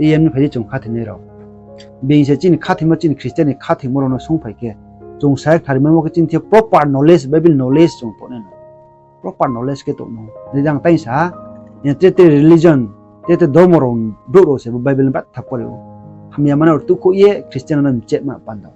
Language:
Riang (India)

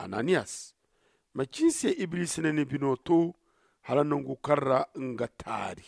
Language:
Zarma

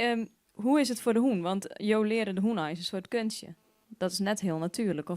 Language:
Western Frisian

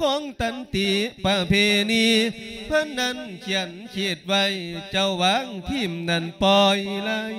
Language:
Lao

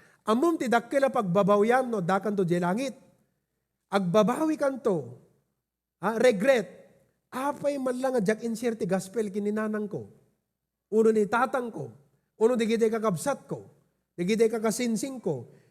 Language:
Iloko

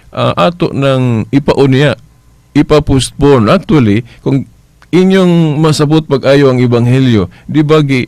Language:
Cebuano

